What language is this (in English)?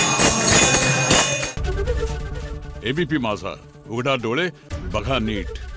Marathi